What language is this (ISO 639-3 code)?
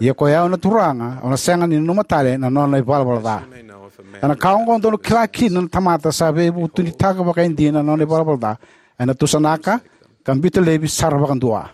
fij